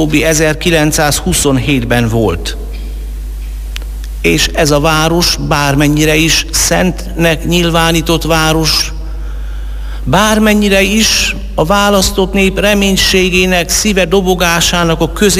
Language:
Hungarian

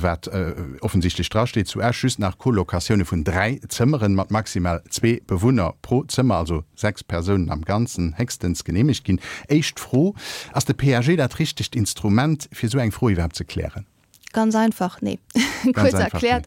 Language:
Luxembourgish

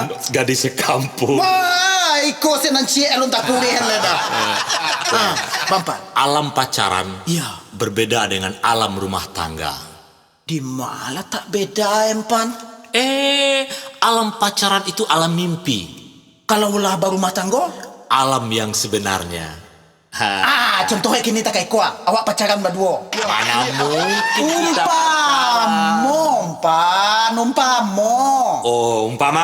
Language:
Minangkabau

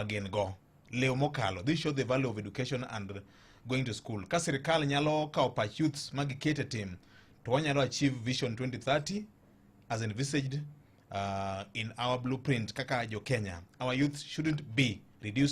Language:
Luo (Kenya and Tanzania)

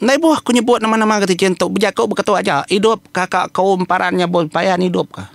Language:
Iban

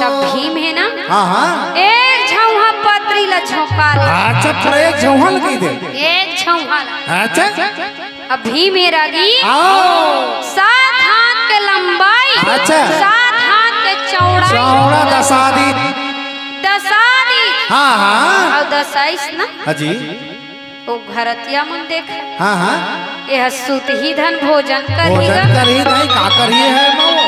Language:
Chhattisgarhi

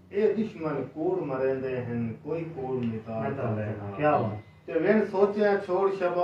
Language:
Saraiki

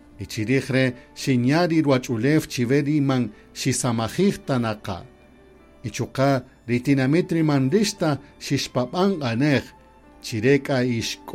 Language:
Kaqchikel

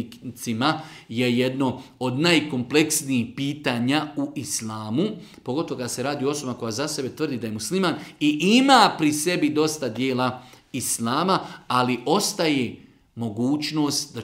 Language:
Bosnian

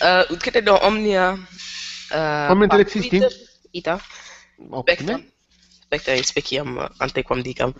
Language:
Latin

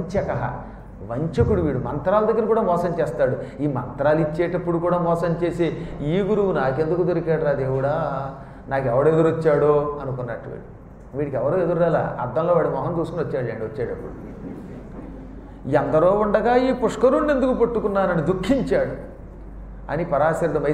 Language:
Telugu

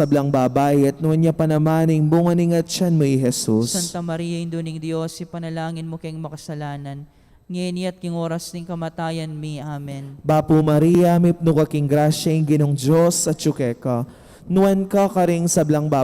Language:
Pampanga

